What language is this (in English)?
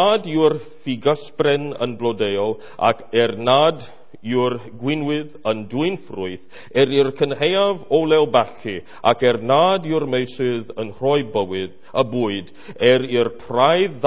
Welsh